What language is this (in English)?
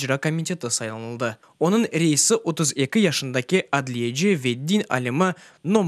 Crimean Tatar